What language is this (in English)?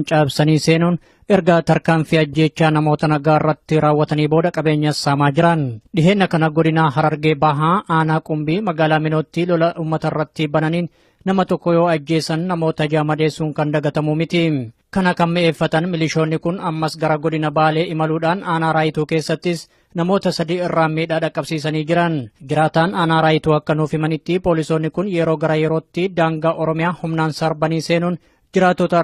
Oromo